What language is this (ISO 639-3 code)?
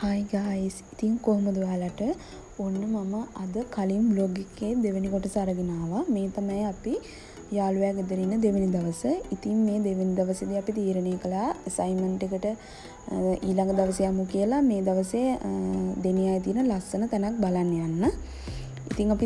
sin